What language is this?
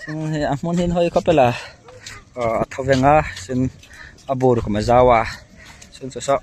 Hmar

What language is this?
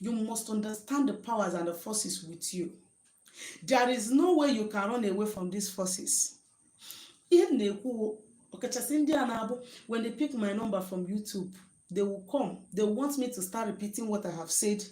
Igbo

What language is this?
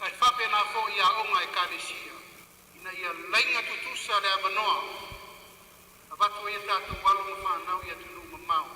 Samoan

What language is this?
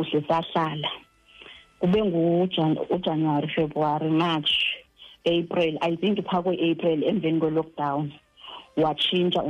Xhosa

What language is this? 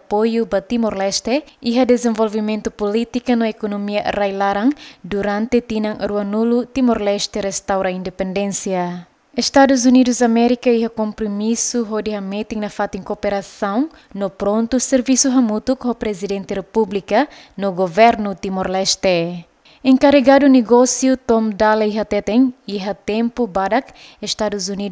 Tetum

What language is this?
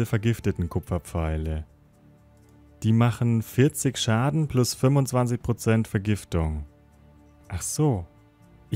German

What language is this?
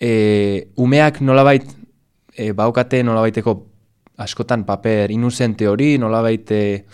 Basque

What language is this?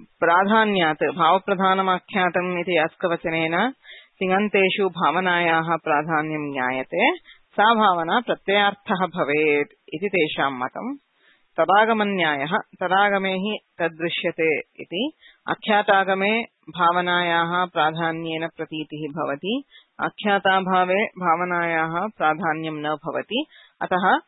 Sanskrit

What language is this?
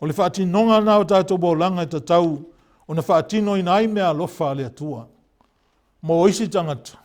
Samoan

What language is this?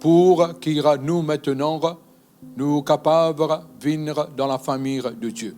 Morisyen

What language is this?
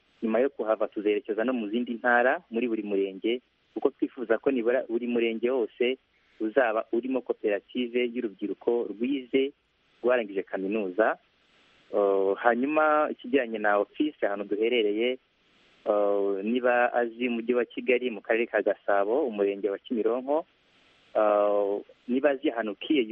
Kinyarwanda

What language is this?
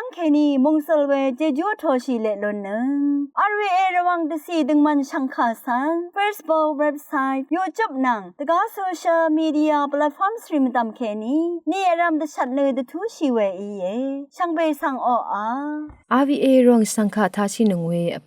Rawang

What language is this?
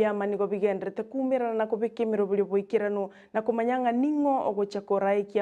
Gusii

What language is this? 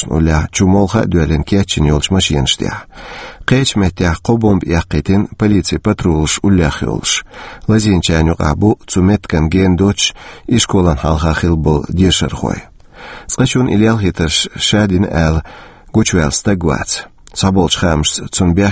Chechen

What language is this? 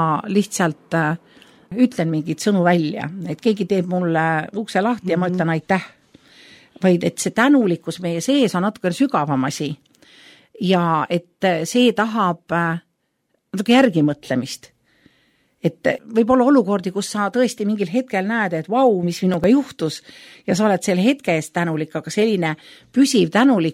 Estonian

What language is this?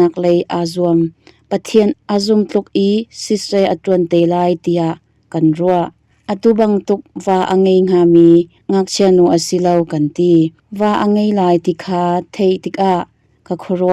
Hakha Chin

